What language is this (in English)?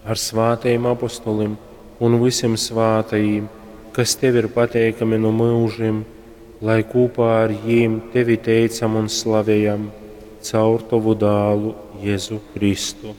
Latgalian